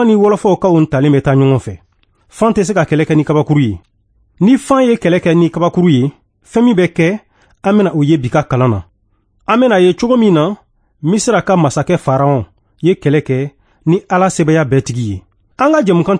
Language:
Bambara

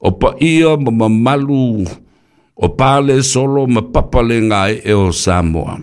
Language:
Samoan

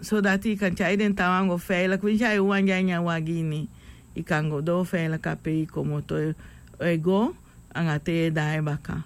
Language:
Sranan Tongo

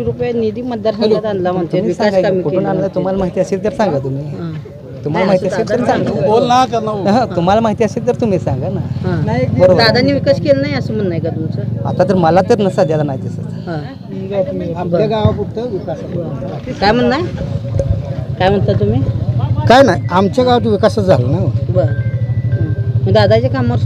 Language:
Marathi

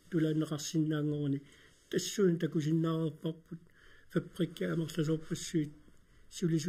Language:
Kalaallisut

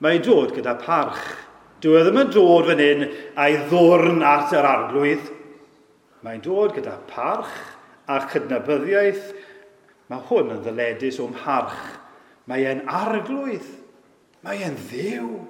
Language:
Welsh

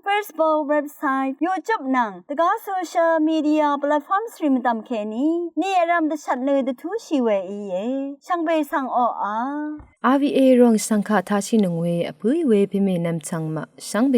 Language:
Rawang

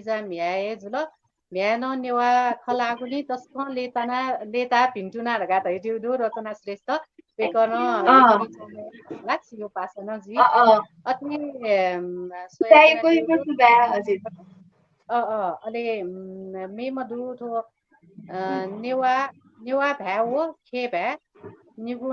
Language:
Newari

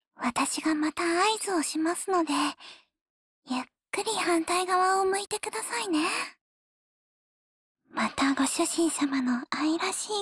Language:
Japanese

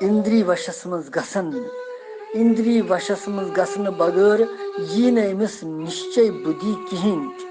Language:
Kashmiri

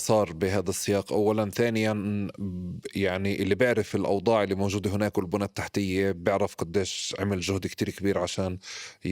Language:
North Levantine Arabic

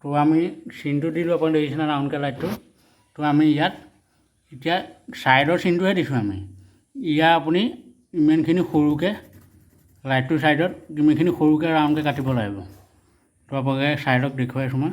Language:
Assamese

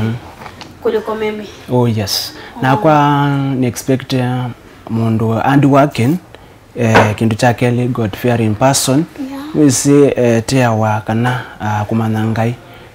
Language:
Kamba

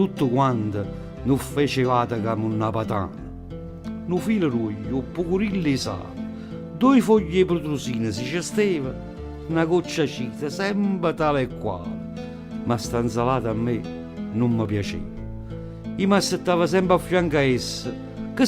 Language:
Neapolitan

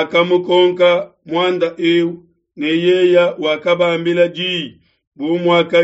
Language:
Luba-Lulua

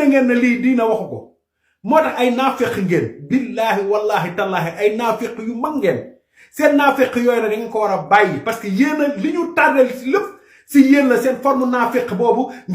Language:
Wolof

